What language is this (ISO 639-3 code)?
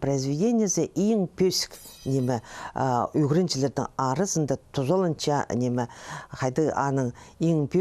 kjh